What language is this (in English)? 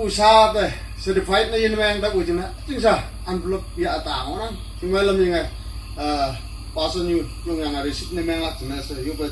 Naga Pidgin